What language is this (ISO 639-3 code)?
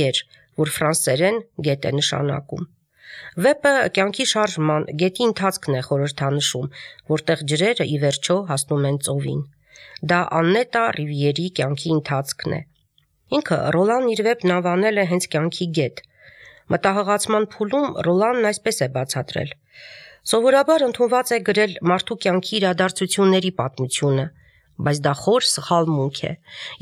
hye